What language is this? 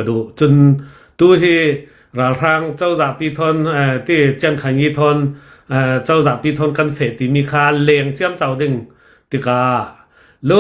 Hakha Chin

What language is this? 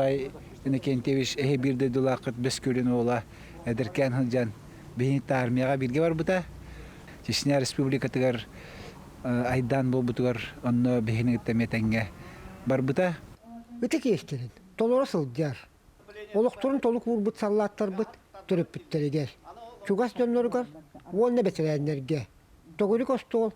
Yakut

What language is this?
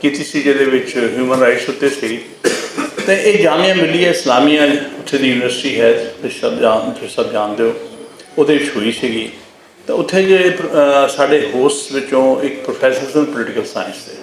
Western Panjabi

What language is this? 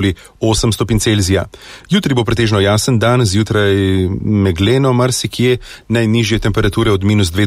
Slovenian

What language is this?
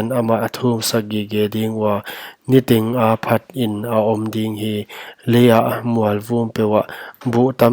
Paite Chin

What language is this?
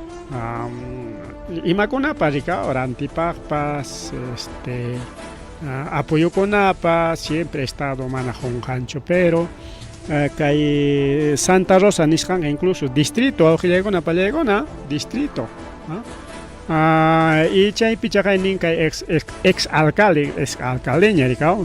Ayacucho Quechua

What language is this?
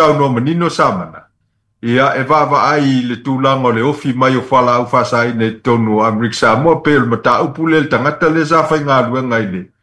Samoan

